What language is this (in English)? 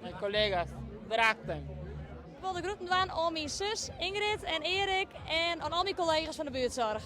Western Frisian